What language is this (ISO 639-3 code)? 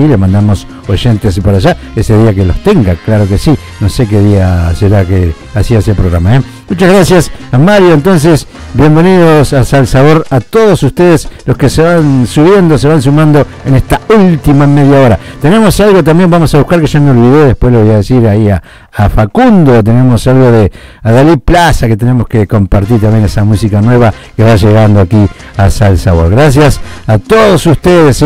spa